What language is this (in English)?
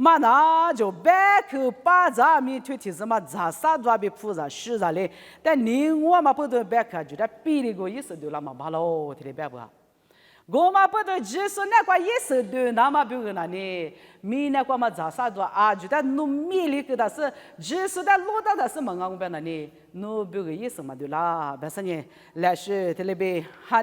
Lisu